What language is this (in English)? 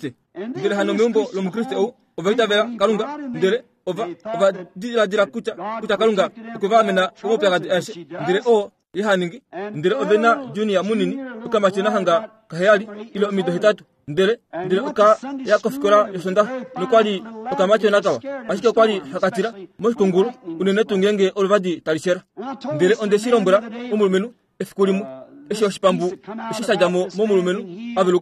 Kuanyama